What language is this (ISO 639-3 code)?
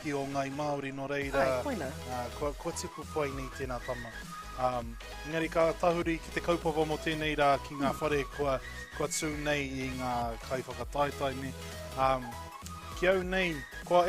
mri